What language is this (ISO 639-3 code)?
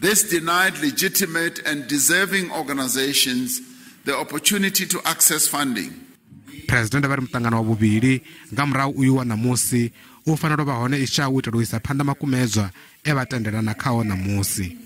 ven